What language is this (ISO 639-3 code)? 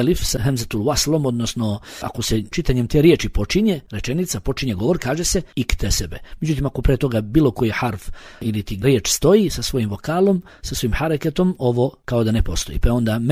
bos